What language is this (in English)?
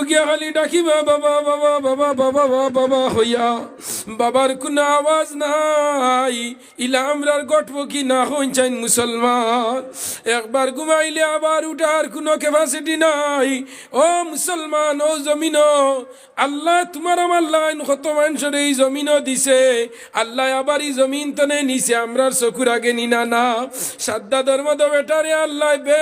Sylheti